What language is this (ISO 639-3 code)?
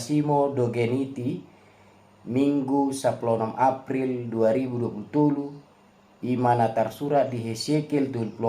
bbc